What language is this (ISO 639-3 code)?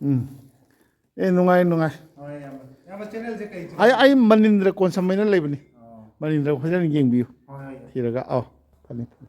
mni